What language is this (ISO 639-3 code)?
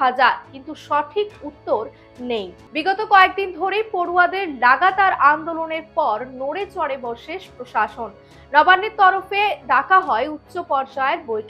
ben